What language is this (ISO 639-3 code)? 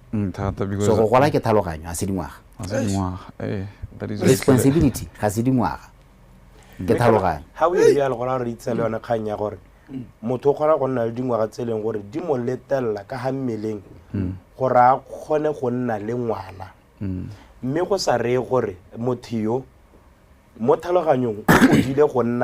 tsn